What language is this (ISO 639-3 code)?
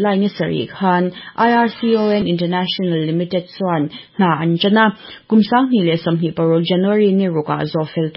lus